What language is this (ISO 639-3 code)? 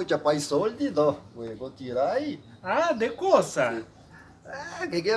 vec